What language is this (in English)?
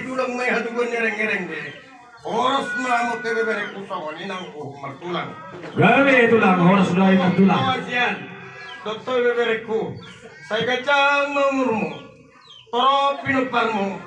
Batak Toba